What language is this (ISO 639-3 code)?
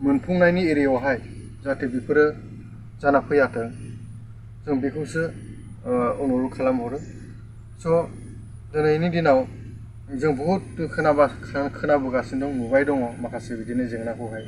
brx